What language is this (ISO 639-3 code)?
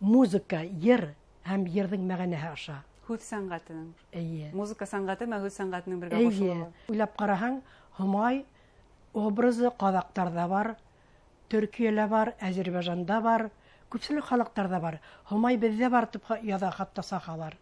bak